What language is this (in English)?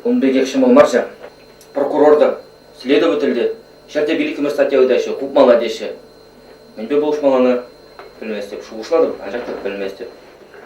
Chuvash